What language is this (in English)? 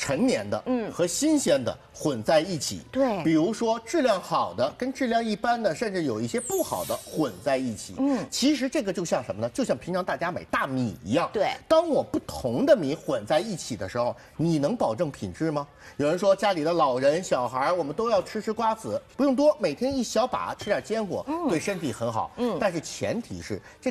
Chinese